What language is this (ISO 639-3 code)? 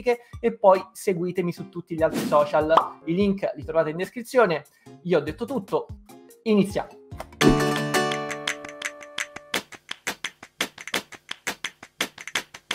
ita